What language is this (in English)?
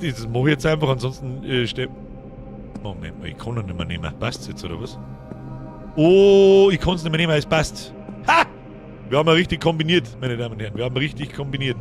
Bavarian